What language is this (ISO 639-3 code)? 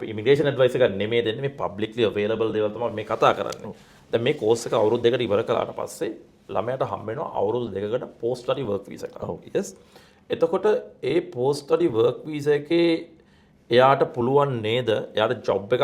sin